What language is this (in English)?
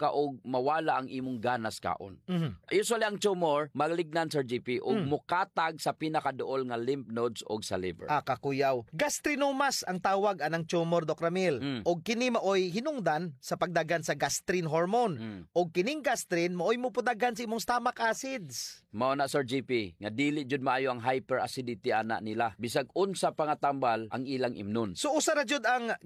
Cebuano